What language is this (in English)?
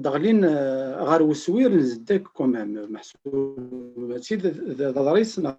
Kabyle